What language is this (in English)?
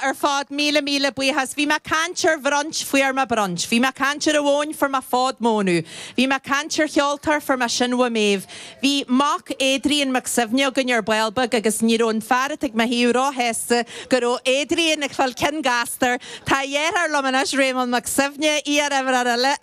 Irish